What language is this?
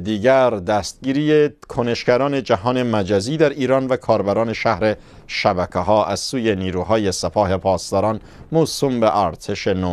Persian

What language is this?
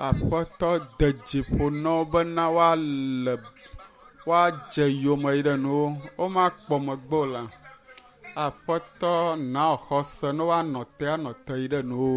Ewe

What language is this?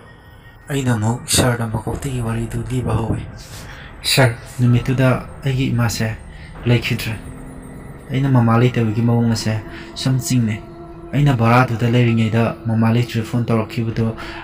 Manipuri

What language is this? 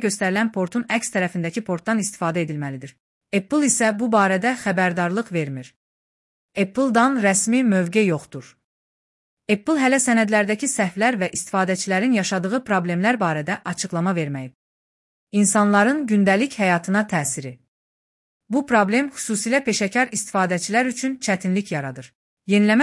Azerbaijani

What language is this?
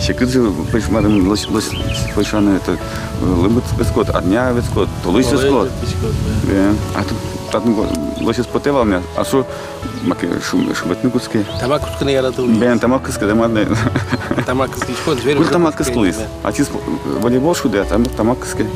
Udmurt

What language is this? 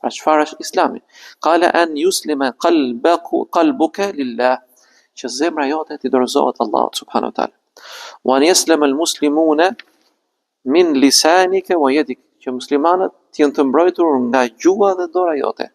Albanian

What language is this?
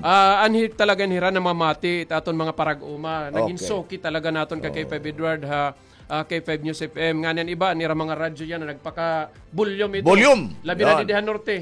Waray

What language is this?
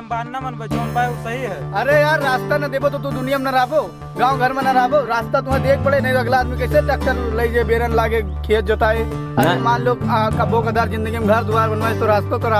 Awadhi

